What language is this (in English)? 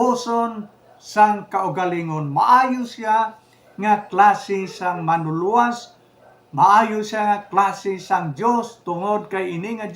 Hiligaynon